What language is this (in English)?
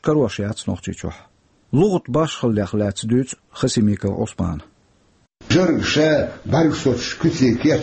Chechen